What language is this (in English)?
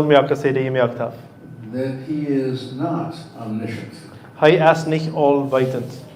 Plautdietsch